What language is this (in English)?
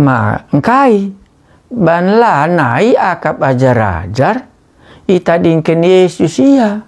Batak Karo